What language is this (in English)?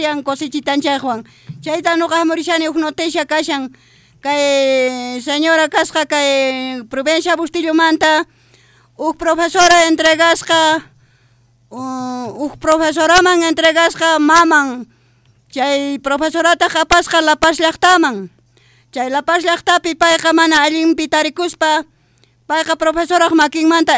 South Bolivian Quechua